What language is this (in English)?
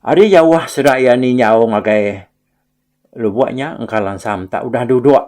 Iban